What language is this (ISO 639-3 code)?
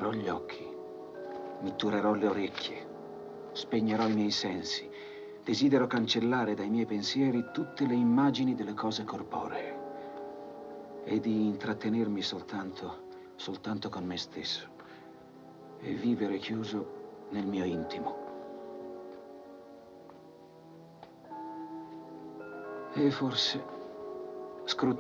ita